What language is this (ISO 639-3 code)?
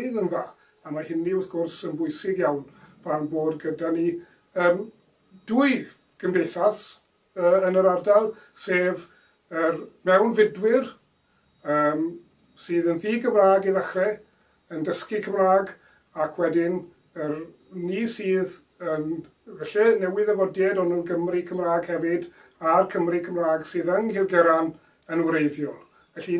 cym